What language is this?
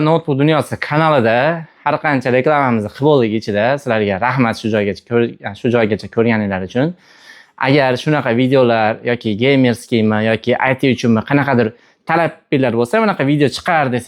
Uzbek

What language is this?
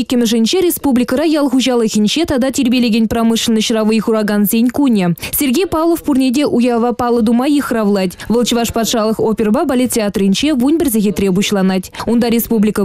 Chuvash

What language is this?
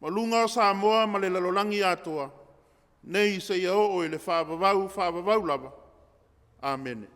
Samoan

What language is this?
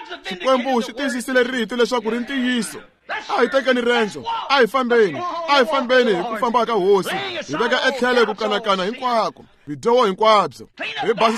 Tsonga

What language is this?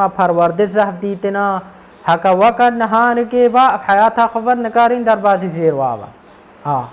Kurdish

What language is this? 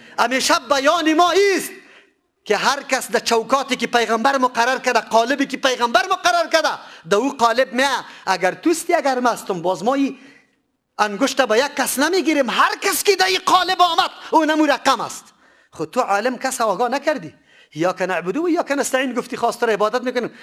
Persian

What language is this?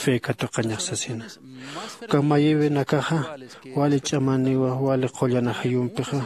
Aymara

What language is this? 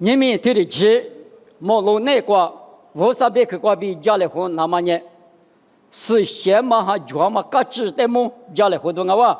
Lisu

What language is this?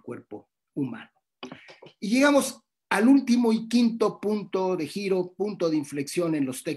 Spanish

